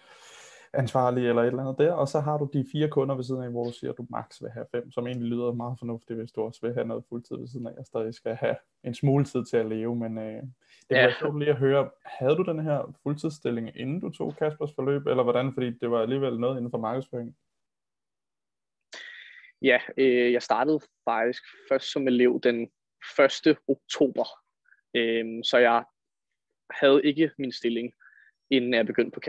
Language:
Danish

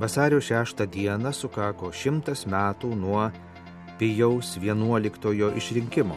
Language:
Lithuanian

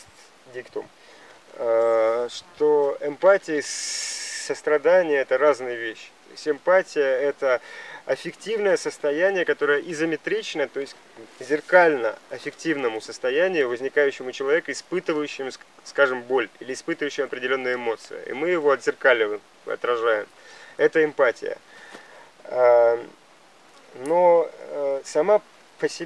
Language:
Russian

